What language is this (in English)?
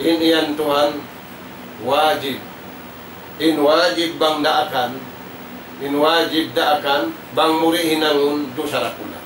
Tausug